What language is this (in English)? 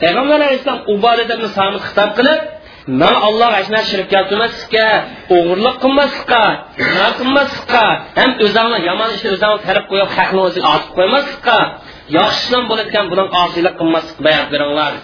Uyghur